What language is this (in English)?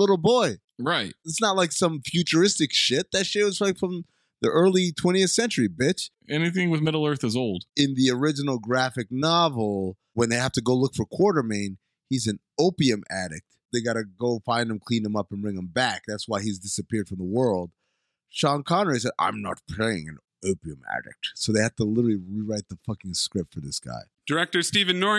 English